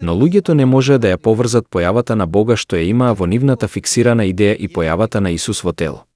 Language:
Macedonian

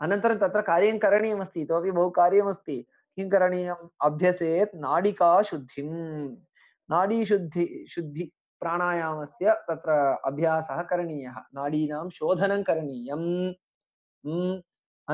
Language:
Sanskrit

